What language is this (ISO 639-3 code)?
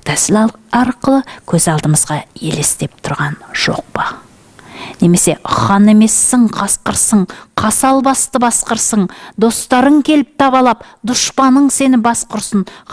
kaz